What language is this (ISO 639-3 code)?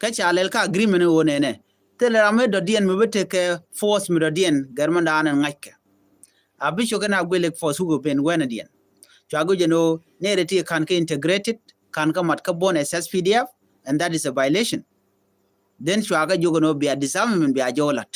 nus